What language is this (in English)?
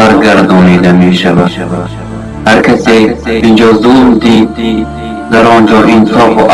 Tajik